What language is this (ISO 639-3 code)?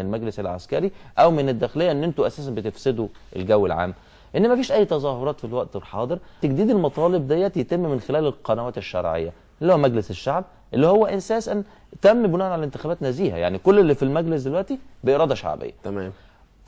arz